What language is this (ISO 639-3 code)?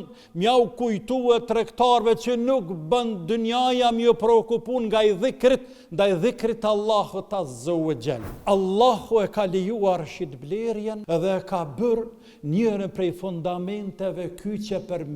sqi